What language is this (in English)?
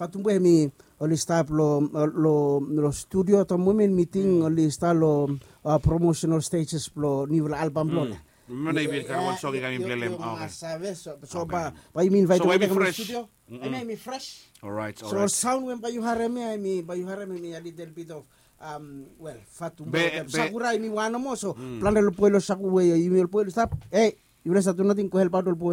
Bislama